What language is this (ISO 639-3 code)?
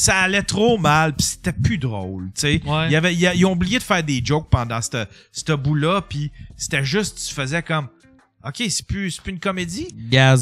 fra